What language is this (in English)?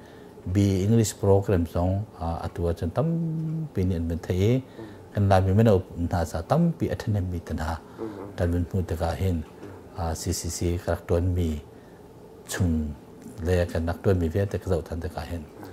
Hakha Chin